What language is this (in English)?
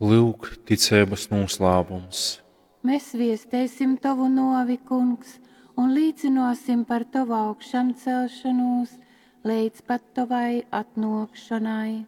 Latgalian